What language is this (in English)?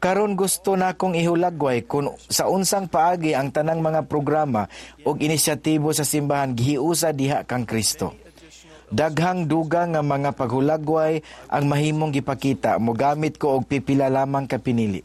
Cebuano